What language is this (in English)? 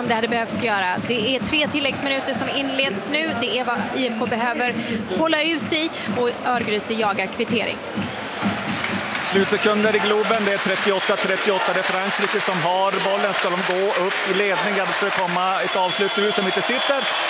Swedish